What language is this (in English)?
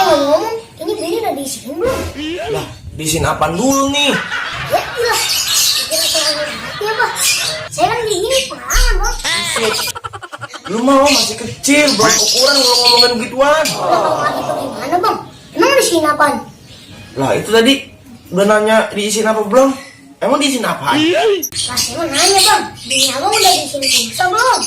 Betawi